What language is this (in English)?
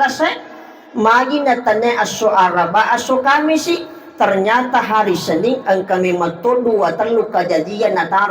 Buginese